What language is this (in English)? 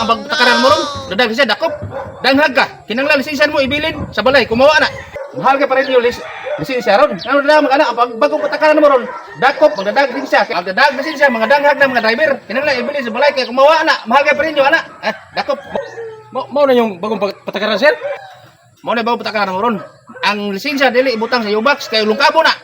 Cebuano